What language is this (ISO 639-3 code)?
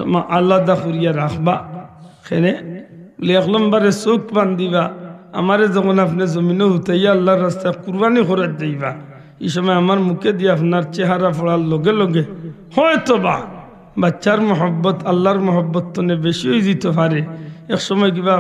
syl